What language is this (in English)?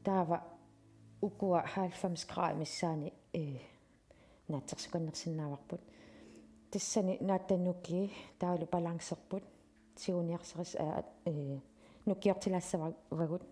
Kalaallisut